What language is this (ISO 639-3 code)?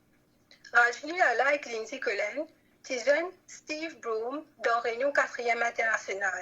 mfe